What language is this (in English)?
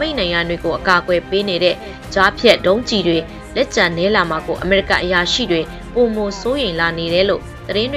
Burmese